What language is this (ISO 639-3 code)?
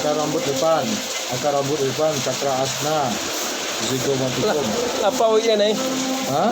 min